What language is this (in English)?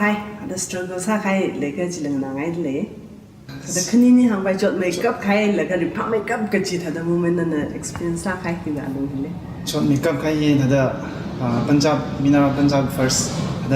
Tangkhul Naga (India)